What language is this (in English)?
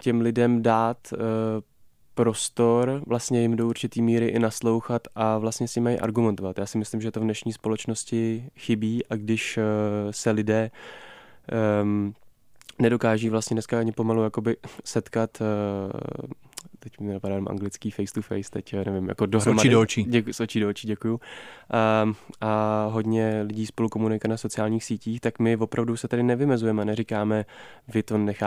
Czech